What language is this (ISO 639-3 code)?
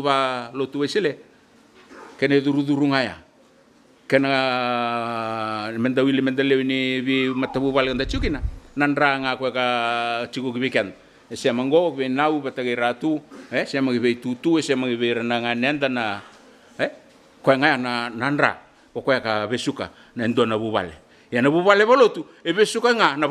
fij